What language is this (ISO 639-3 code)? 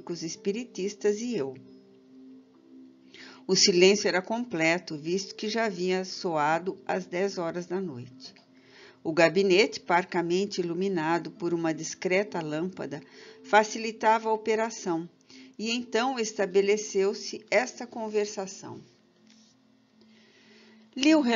por